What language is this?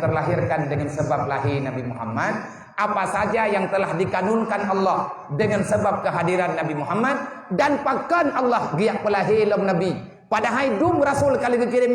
Achinese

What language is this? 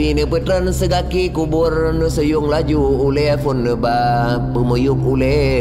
Achinese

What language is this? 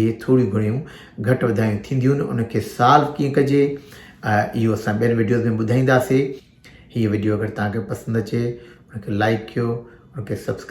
Sindhi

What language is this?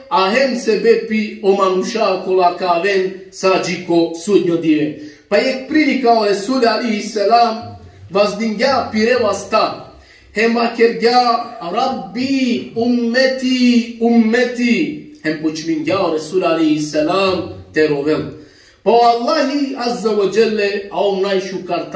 Balkan Romani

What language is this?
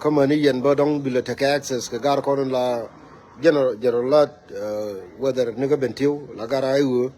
Nuer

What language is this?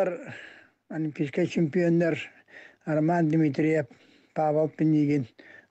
Yakut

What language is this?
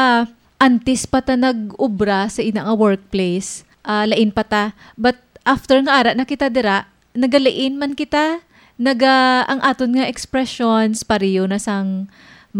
Hiligaynon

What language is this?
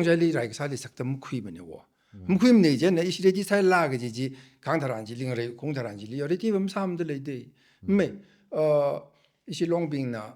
Tangkhul Naga (India)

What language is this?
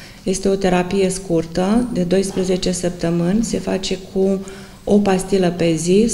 Romanian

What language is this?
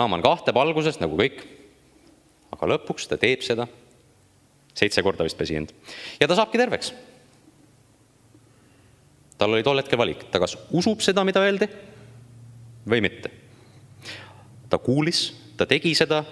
Estonian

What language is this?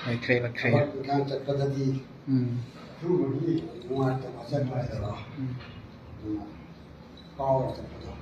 Manipuri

